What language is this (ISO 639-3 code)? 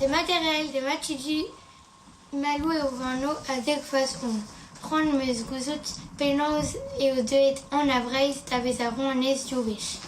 bre